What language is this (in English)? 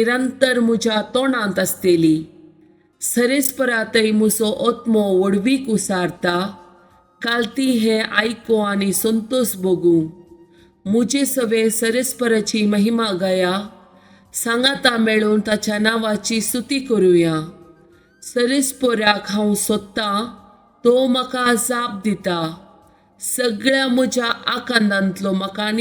Konkani